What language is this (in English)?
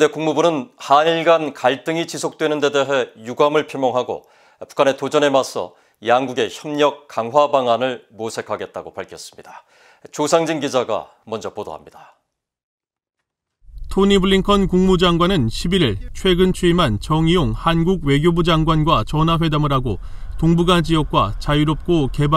Korean